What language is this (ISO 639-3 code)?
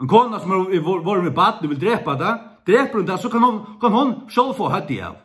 fao